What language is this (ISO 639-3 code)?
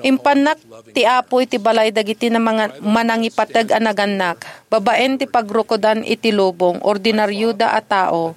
ilo